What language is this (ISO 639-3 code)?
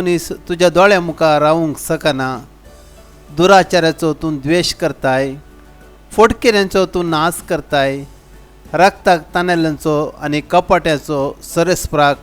kok